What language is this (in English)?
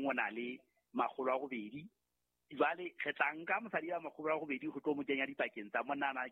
Southern Sotho